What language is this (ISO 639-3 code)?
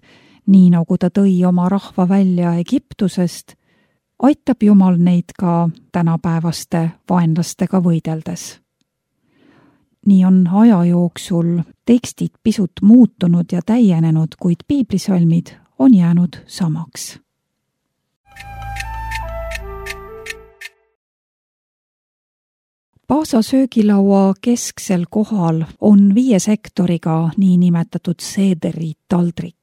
est